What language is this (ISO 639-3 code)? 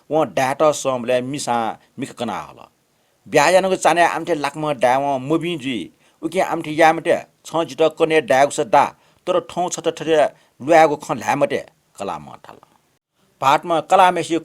new